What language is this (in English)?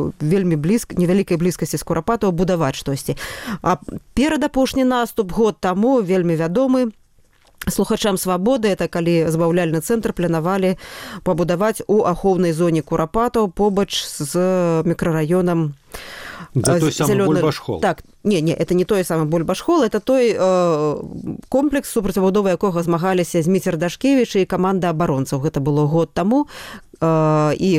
Belarusian